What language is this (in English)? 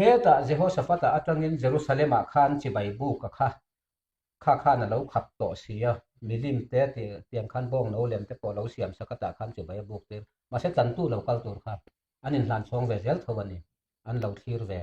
Mizo